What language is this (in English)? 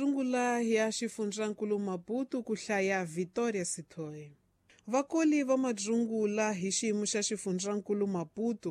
Tsonga